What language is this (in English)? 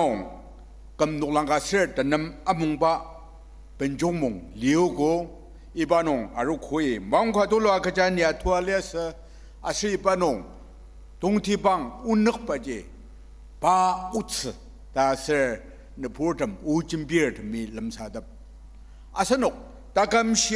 Ao Naga